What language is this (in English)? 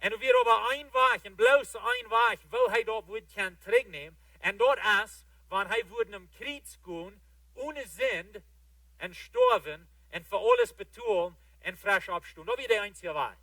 Plautdietsch